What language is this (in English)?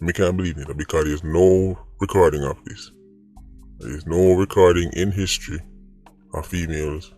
Jamaican Creole English